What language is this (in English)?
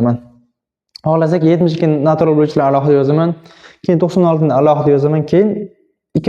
Uzbek